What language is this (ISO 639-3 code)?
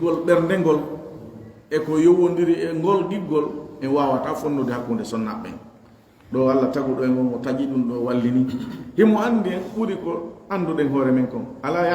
ful